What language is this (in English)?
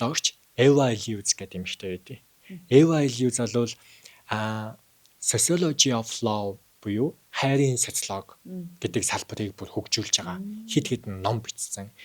Mongolian